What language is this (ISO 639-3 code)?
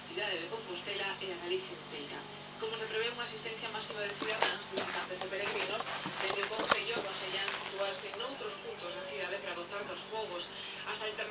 glg